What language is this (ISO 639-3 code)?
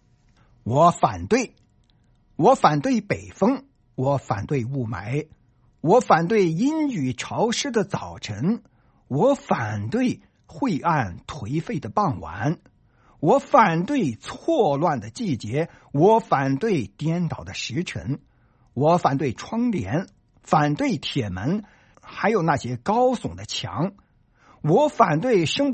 zho